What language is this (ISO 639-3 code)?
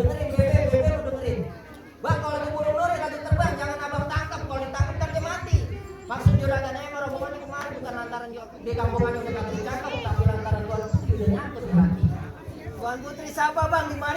bew